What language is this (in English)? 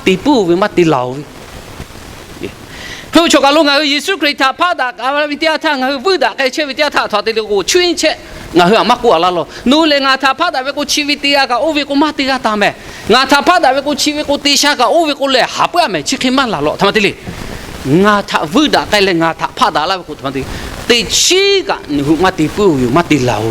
Lahu